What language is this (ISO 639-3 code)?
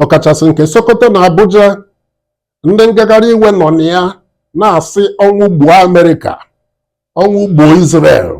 ibo